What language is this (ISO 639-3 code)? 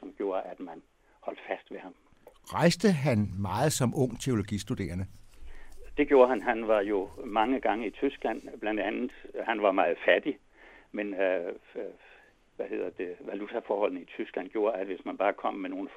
dan